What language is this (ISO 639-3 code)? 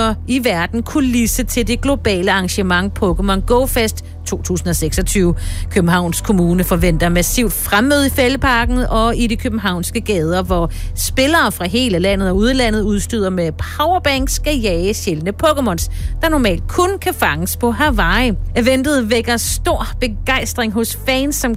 dan